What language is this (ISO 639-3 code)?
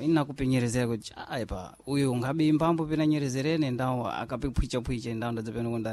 seh